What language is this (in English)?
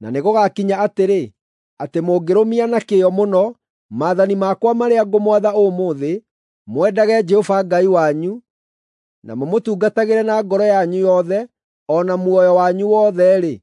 Kikuyu